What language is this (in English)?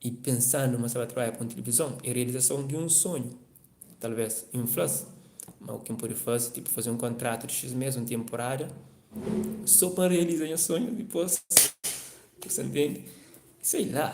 Kabuverdianu